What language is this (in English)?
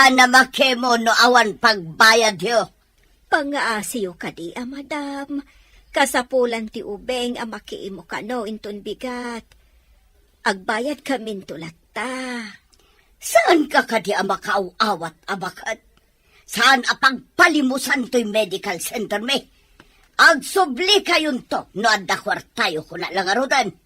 Iloko